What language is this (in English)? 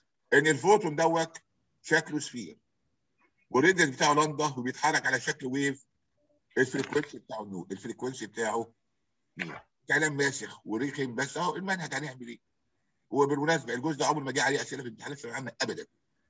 Egyptian Arabic